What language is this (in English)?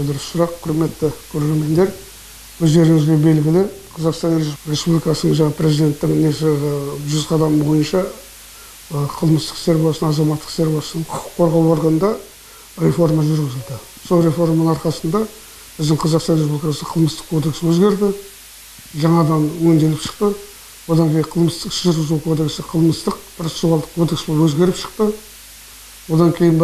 Kazakh